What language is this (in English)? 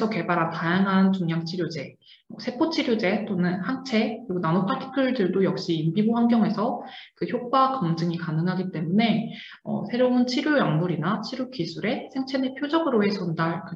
Korean